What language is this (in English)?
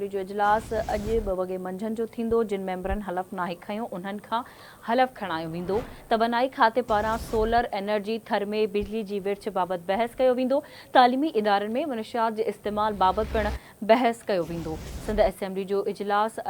Sindhi